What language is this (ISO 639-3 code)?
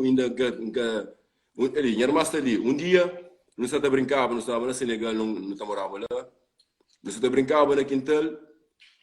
kea